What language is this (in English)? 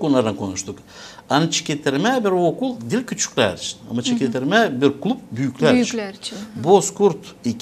Gagauz